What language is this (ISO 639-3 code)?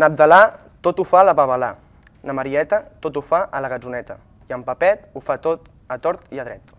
cat